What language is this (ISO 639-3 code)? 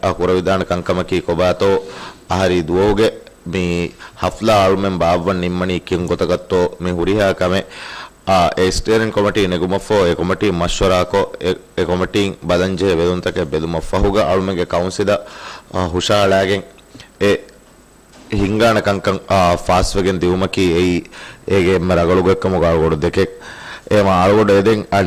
div